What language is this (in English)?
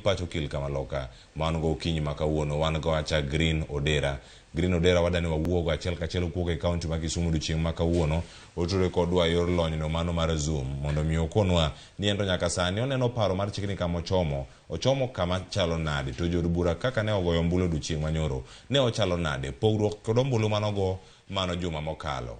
Luo (Kenya and Tanzania)